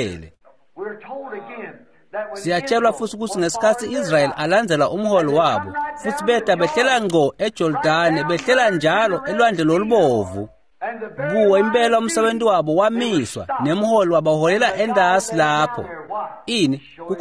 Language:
Swati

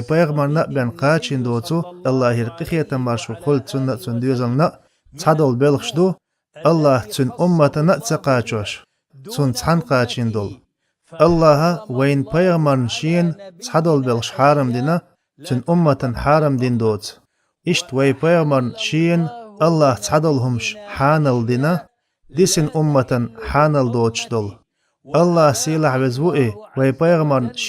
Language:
Chechen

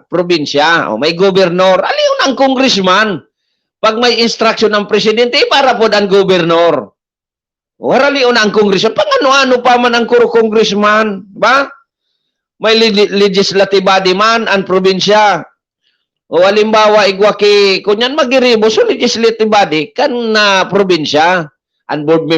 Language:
Bikol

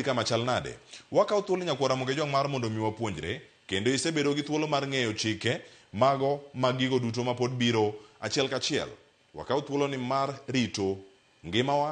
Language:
Luo (Kenya and Tanzania)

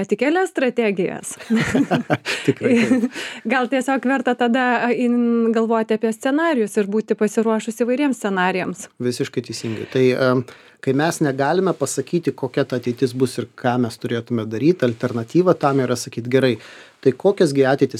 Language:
Lithuanian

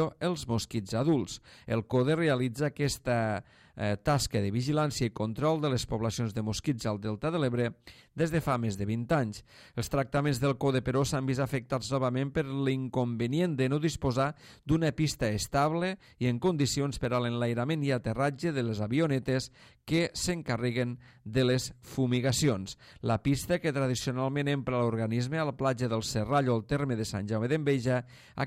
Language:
Catalan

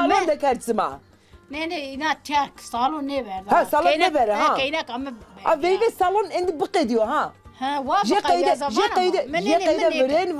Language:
Zaza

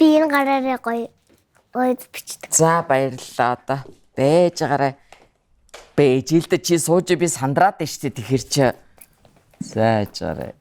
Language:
Mongolian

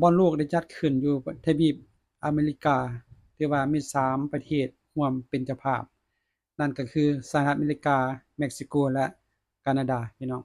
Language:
Lao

